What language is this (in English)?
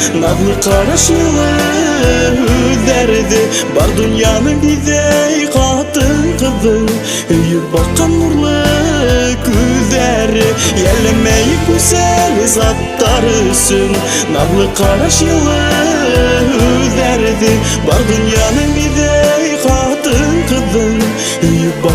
Bashkir